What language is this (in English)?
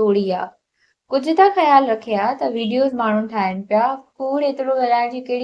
Sindhi